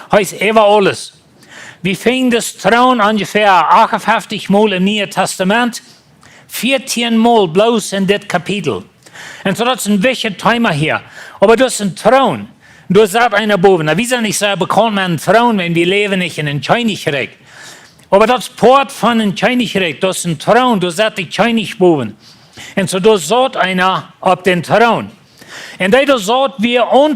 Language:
Plautdietsch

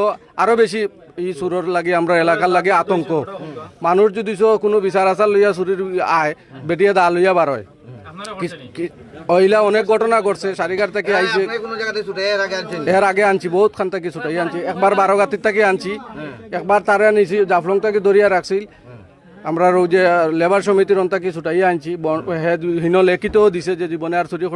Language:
Sylheti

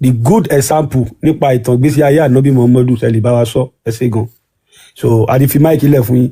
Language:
Yoruba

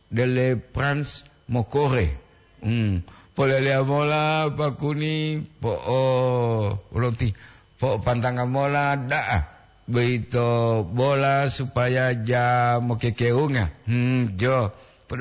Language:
Gorontalo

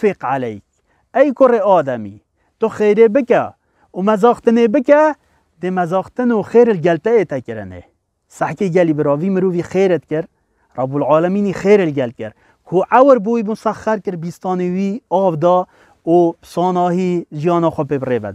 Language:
Kurdish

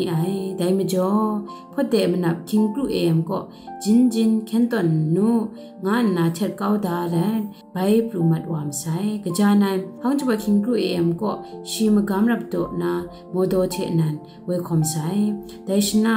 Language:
Kachin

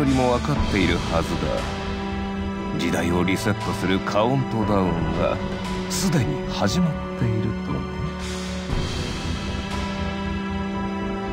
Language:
Japanese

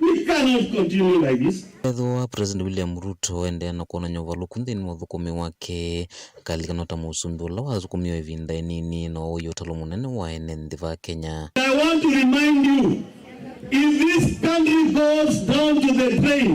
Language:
Kamba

